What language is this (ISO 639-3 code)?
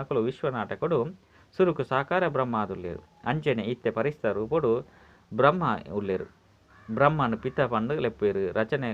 tcy